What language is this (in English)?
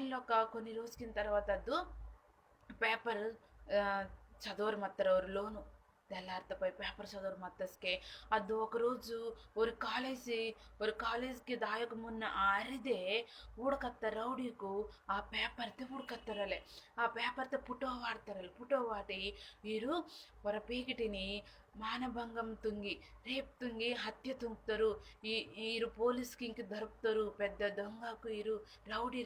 Koya